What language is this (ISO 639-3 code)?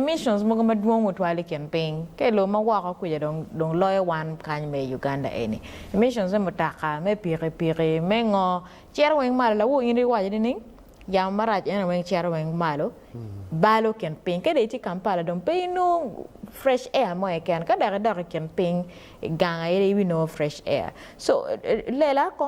ach